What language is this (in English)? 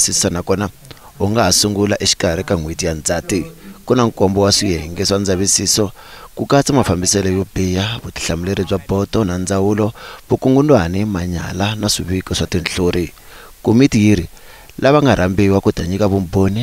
Tsonga